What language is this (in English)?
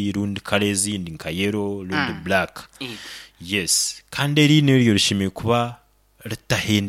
Nyoro